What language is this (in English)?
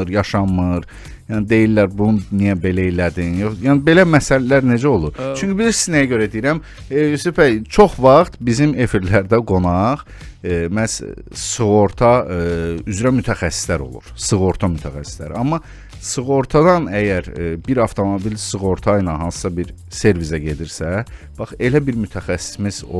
Azerbaijani